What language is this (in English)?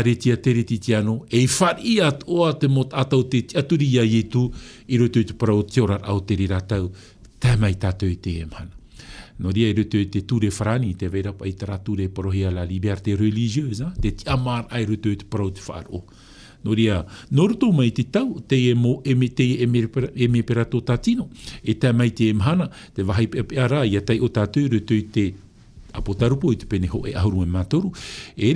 Tahitian